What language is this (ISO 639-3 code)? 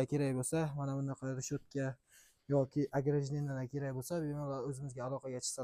uzb